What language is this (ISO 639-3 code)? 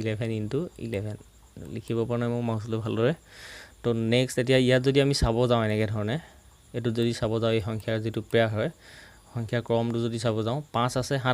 asm